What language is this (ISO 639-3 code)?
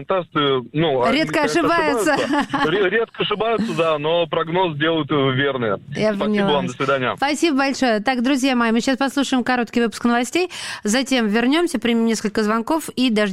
rus